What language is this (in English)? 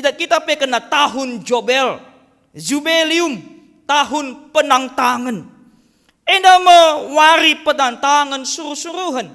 Batak Karo